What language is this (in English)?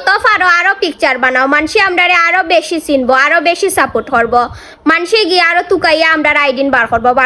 Sylheti